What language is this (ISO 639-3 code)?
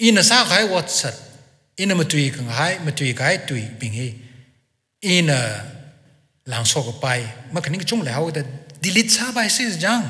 nmf